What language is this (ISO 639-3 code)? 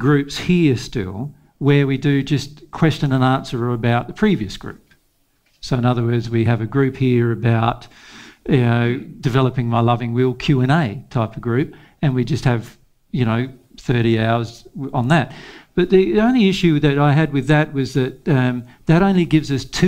eng